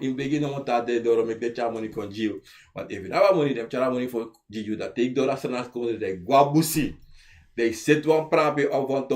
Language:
Sranan Tongo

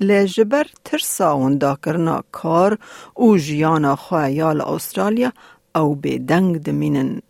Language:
Kurdish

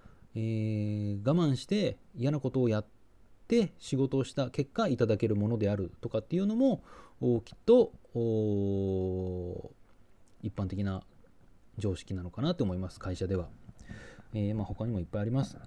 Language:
Japanese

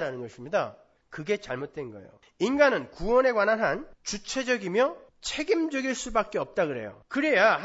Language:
Korean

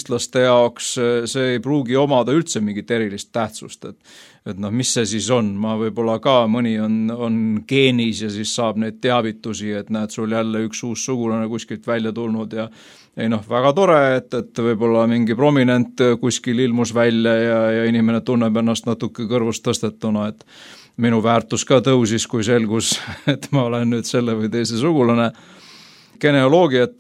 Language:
Estonian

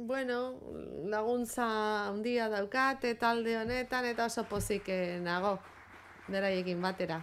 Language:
Basque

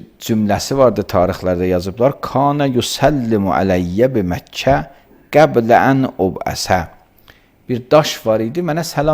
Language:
Azerbaijani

